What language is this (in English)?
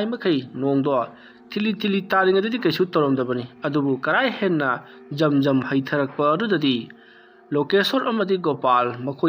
Manipuri